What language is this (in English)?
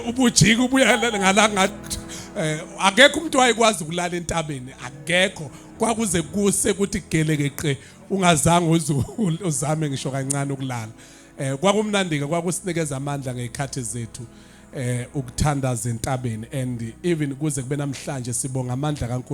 Zulu